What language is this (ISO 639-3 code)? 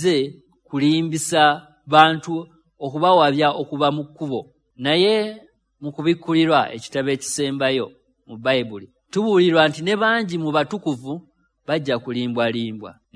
lug